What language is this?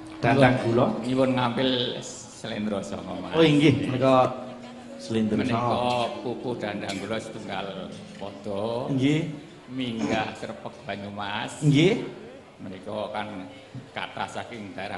Javanese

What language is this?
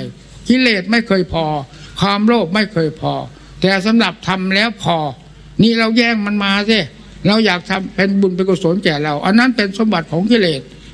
Thai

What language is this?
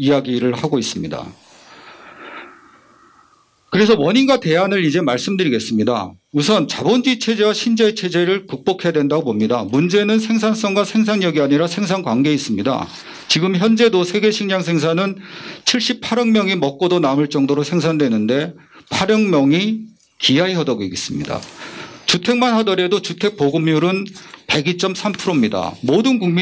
Korean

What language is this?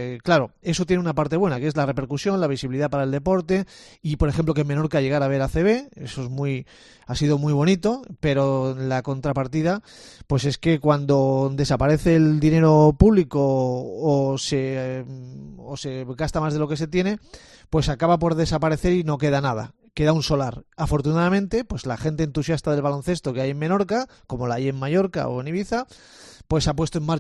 Spanish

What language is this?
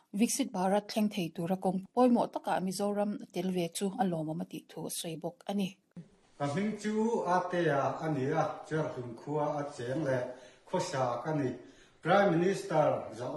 Mizo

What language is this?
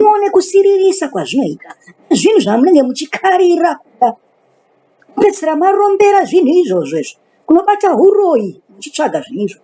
Shona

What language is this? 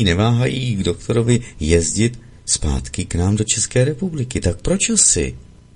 Czech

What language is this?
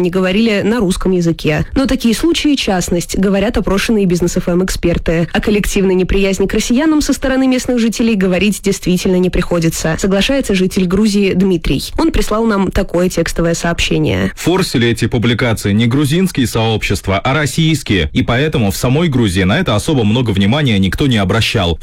Russian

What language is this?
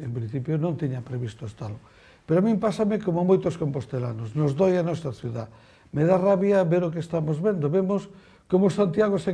Galician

